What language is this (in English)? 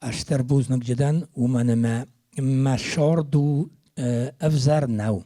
Ossetic